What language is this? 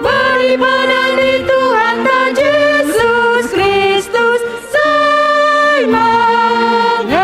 Batak Simalungun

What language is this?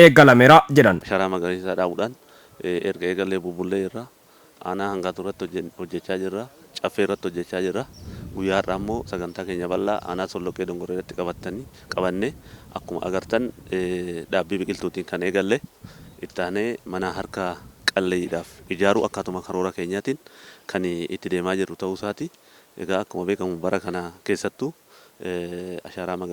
Oromo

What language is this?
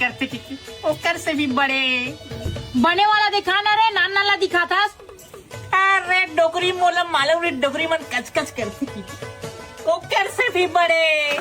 Chhattisgarhi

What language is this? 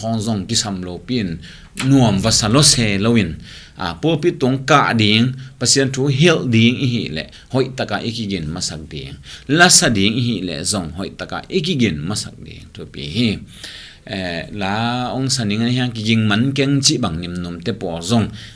Tedim Chin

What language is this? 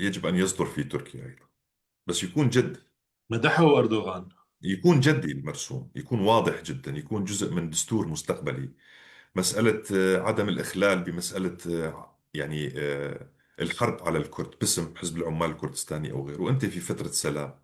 North Levantine Arabic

